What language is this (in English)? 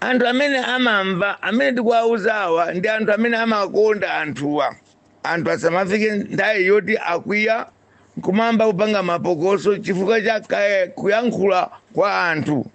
Nyanja